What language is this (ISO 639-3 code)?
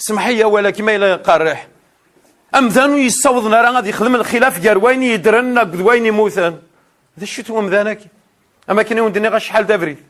kab